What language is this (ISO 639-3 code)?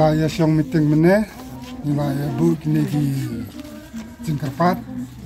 msa